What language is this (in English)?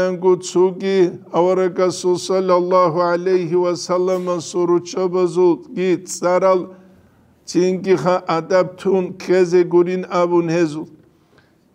Avaric